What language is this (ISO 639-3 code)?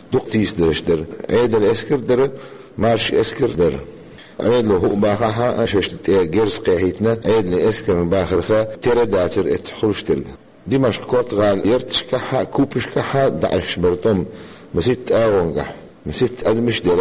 che